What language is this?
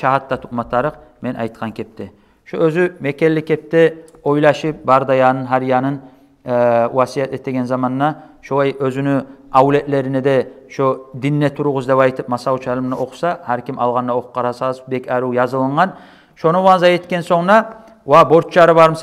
Kumyk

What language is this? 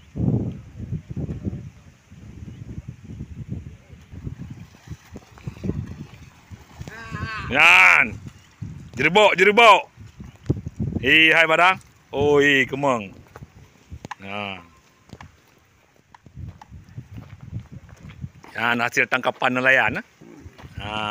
Malay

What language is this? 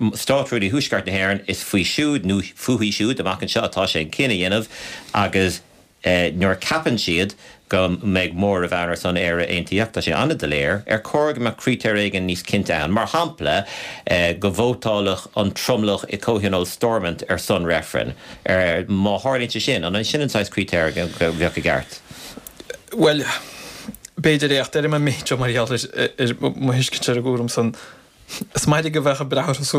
Irish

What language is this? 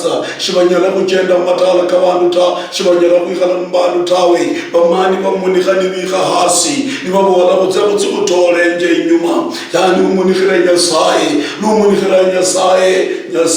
Luyia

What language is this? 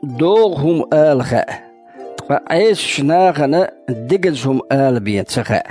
Chechen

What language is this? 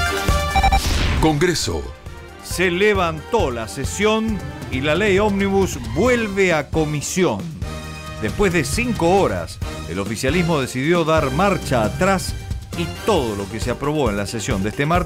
Spanish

